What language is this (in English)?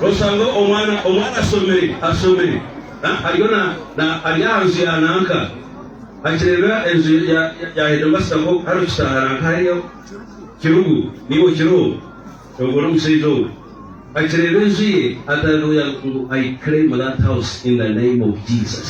Nyankole